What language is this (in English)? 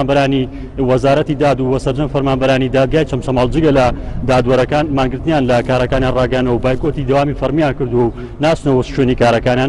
Central Kurdish